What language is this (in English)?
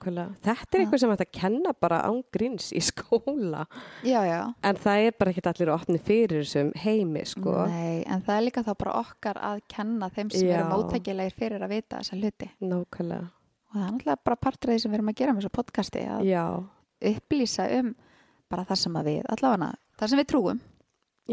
Icelandic